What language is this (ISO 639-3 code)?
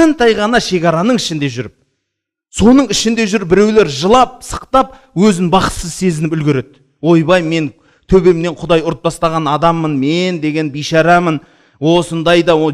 kaz